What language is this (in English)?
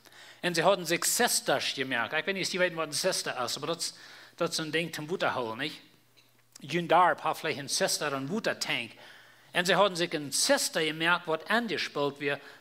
Plautdietsch